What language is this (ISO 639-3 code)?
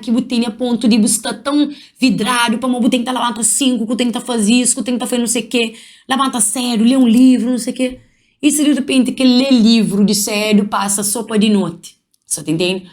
kea